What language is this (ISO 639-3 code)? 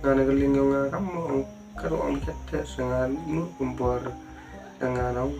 kha